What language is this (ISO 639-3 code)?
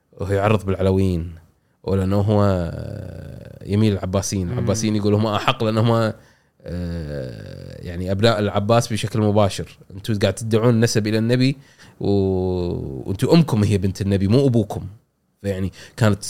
afb